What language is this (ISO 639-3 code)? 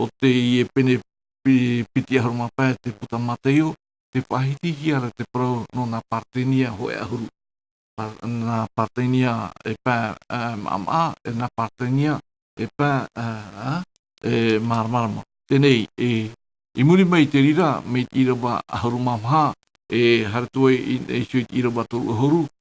tah